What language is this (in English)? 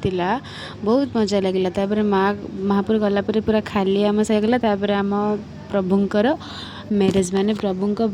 Odia